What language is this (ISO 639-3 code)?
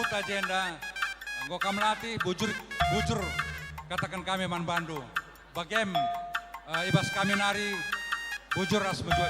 btx